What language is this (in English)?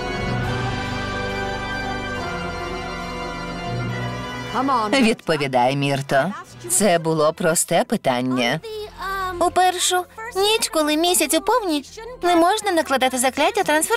Ukrainian